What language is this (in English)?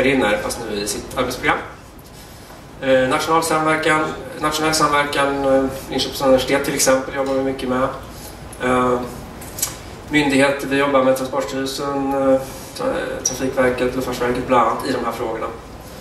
Swedish